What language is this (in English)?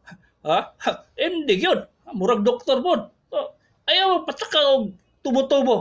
Cebuano